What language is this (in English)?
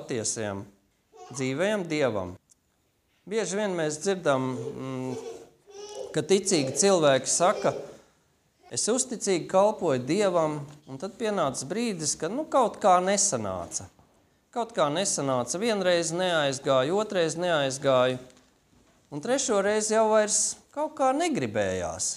Latvian